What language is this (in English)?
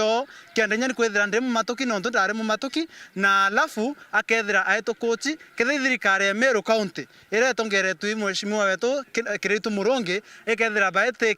Meru